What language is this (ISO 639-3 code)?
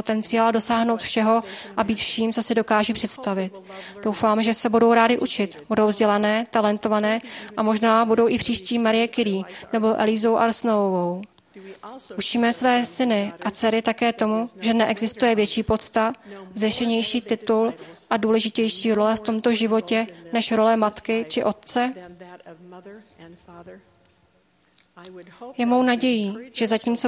ces